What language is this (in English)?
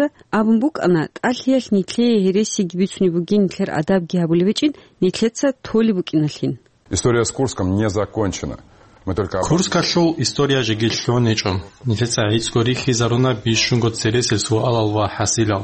Avaric